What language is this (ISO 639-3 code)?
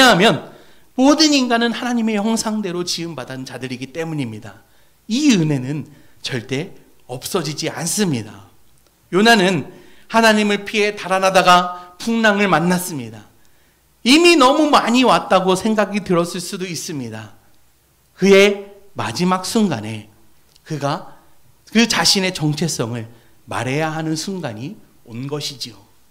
kor